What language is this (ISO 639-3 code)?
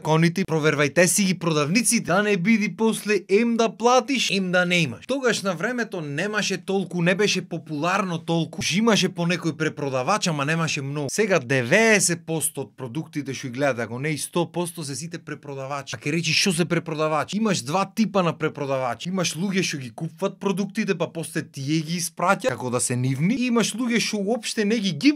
mkd